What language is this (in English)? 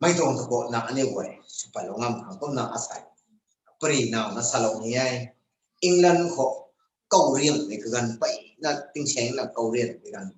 Rongmei Naga